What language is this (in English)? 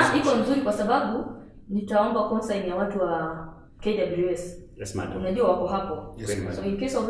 Swahili